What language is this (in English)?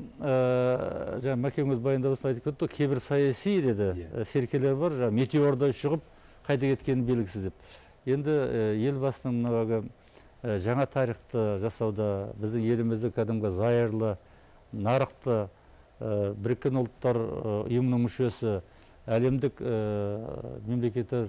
Kazakh